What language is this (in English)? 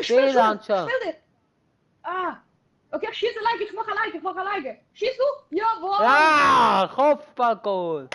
Swiss German